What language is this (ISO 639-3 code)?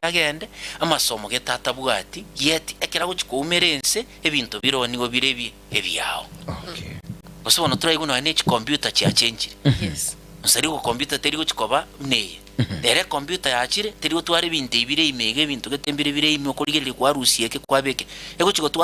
guz